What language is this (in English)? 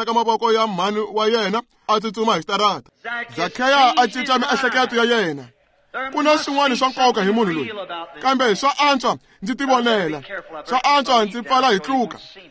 Tsonga